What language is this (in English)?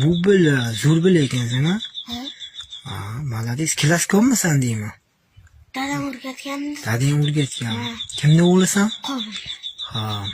Uzbek